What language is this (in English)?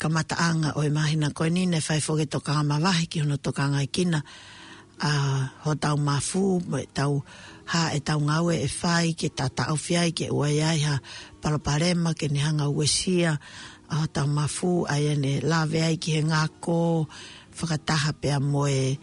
Tongan